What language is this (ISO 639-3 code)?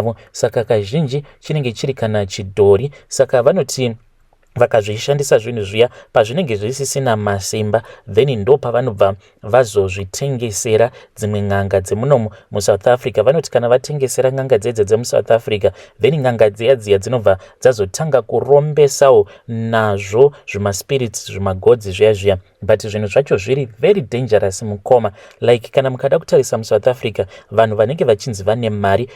sna